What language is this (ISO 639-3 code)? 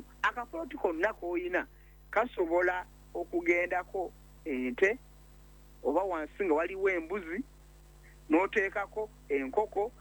lug